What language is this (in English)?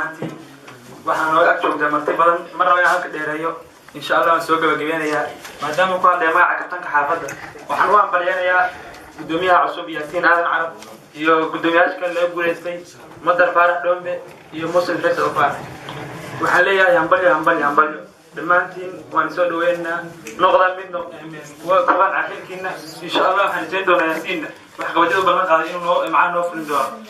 Somali